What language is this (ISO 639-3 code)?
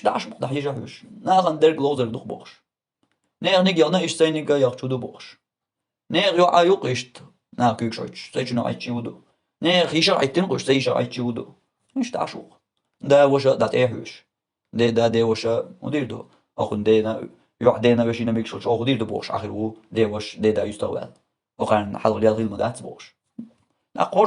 che